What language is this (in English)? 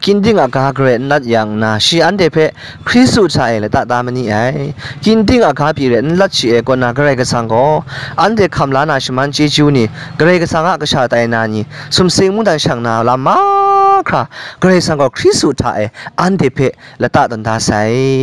Kachin